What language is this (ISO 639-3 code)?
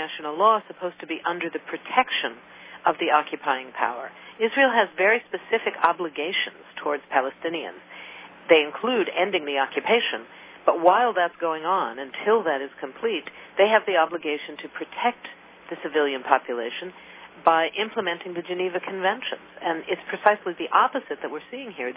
eng